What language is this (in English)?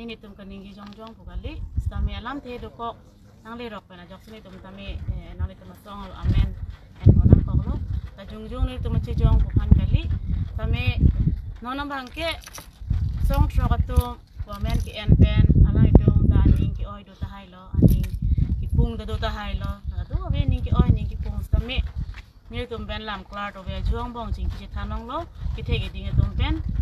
Karbi